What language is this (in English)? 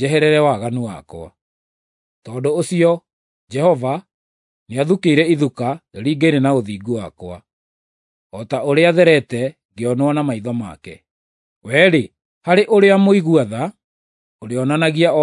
Kikuyu